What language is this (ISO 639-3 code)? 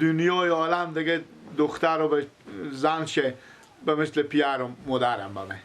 fas